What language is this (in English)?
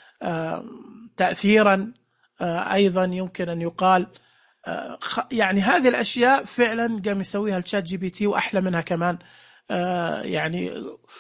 Najdi Arabic